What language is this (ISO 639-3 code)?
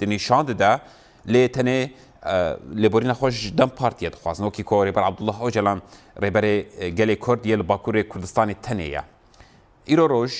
kur